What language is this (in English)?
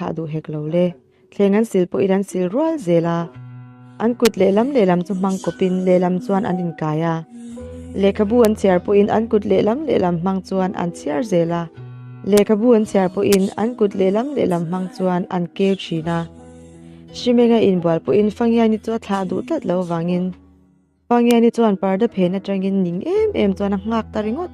Mizo